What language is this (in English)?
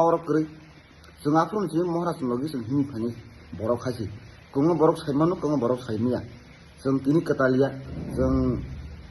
Kok Borok